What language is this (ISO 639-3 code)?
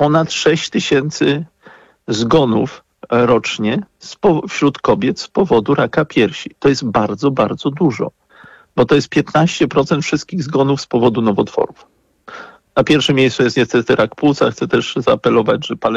pol